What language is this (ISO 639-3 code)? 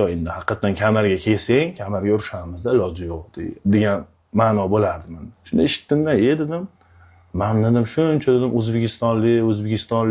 uzb